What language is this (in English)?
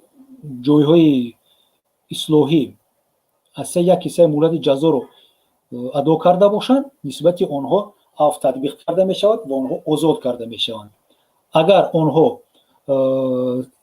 Tajik